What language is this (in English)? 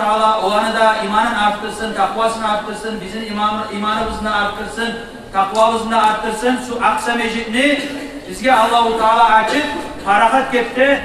Kumyk